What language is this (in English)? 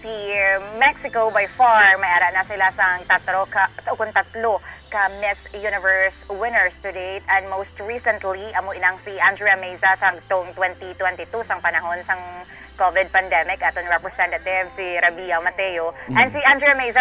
Hiligaynon